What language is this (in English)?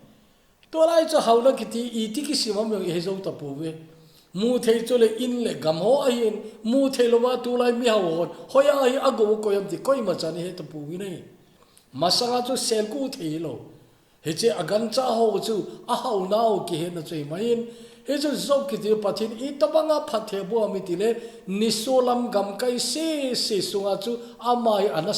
Thado Chin